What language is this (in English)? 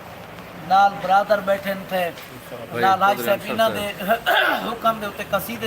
Saraiki